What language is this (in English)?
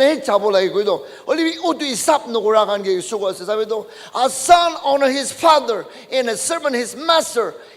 Naga Pidgin